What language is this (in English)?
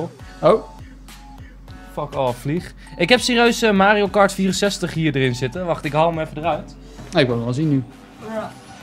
Dutch